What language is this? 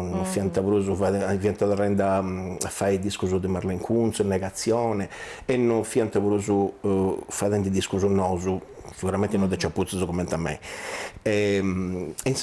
Sardinian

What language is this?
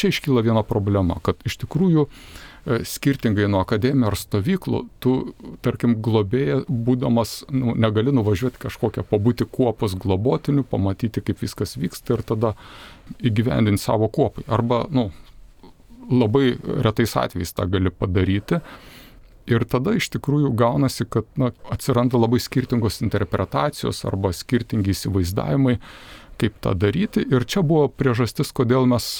Lithuanian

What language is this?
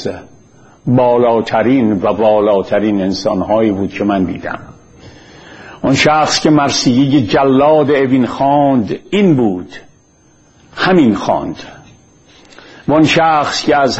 Persian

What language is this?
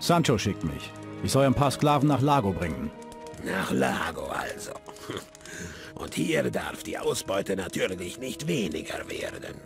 Bavarian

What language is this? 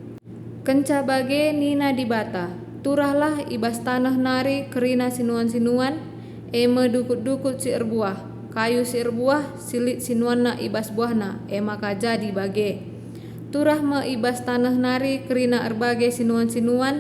Batak Karo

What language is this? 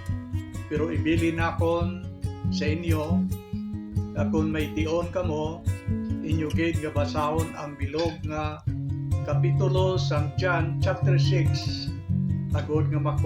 Hiligaynon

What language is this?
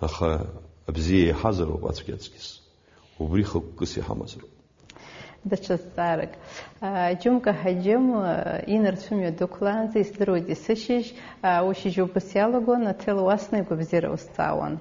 Abkhazian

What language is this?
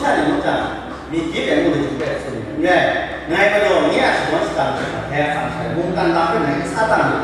Kachin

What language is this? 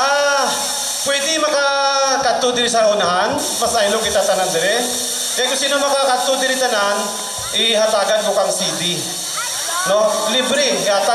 Hiligaynon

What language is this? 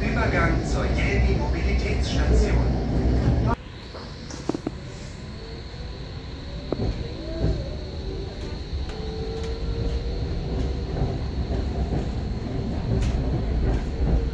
German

